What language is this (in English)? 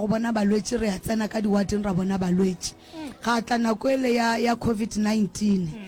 Northern Sotho